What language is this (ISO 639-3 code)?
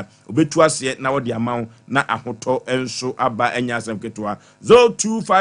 aka